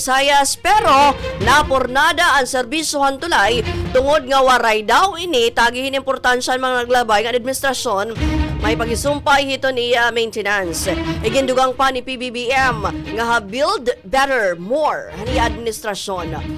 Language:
Waray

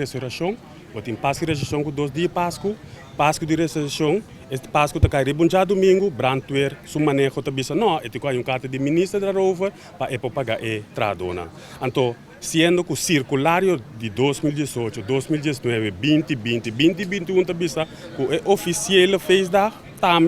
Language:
Papiamento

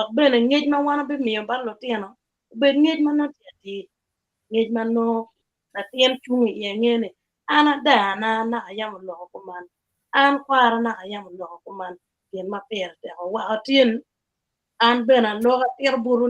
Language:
Acoli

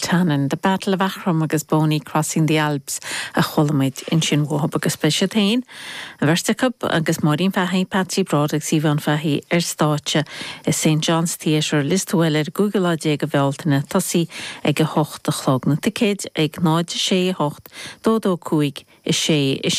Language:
Irish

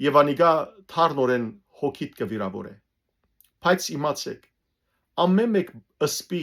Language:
Western Armenian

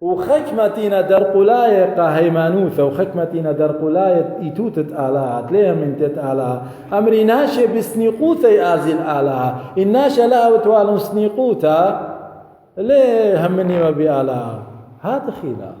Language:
Assyrian Neo-Aramaic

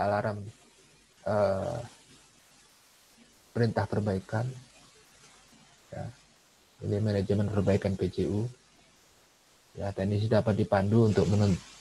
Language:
Indonesian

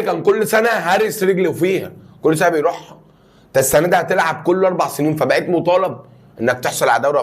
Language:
Egyptian Arabic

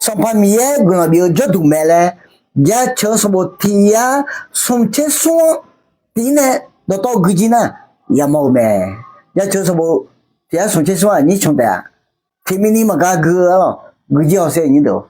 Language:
Akha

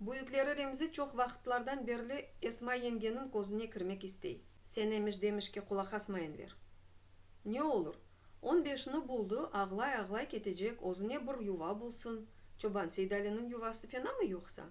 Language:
Crimean Tatar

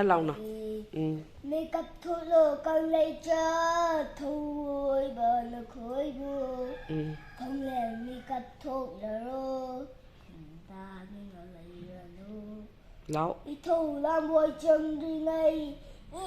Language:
Manipuri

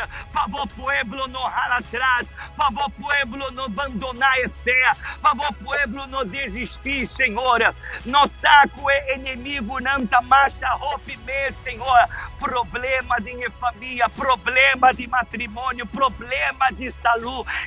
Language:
Papiamento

